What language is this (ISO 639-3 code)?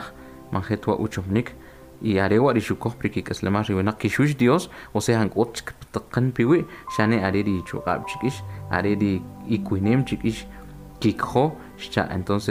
quc